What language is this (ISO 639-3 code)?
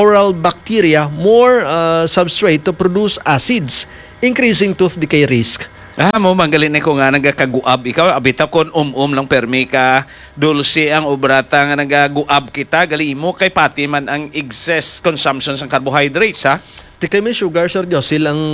hil